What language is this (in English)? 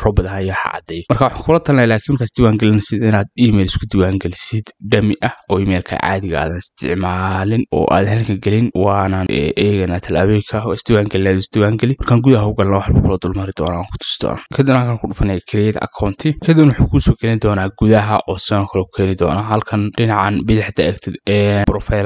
Somali